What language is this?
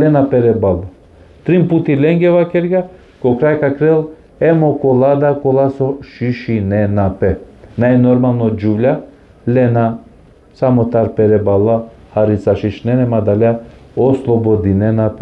Balkan Romani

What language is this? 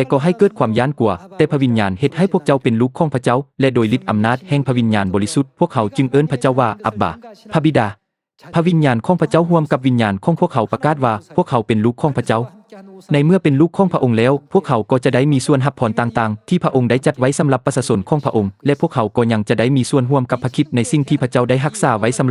Lao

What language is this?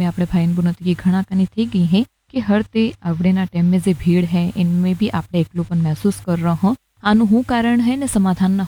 Gujarati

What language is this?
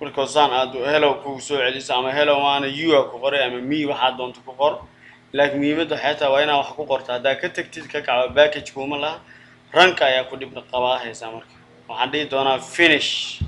Somali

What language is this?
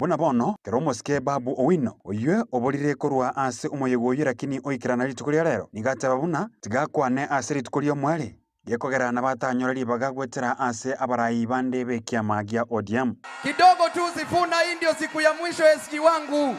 Gusii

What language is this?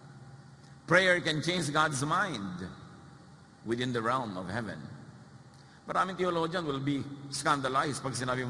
Filipino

